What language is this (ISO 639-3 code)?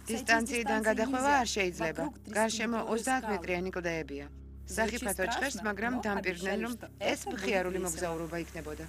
kat